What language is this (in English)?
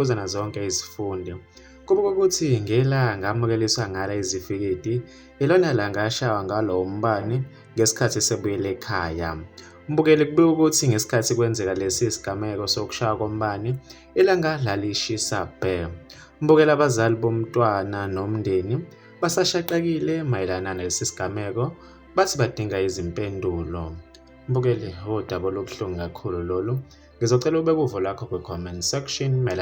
Zulu